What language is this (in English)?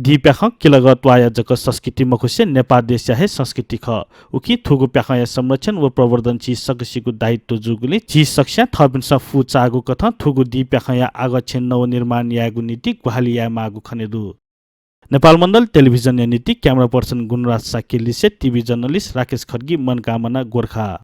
Newari